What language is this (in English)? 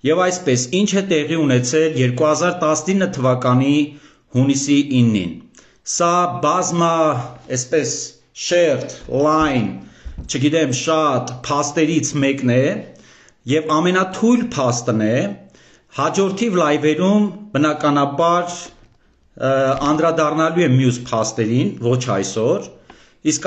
Armenian